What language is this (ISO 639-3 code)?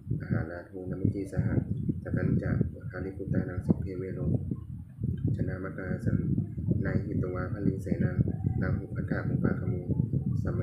pli